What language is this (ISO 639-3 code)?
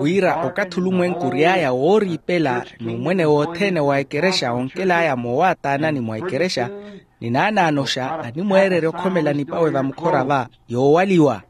vmw